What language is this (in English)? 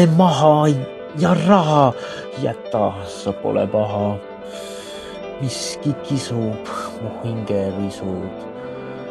Estonian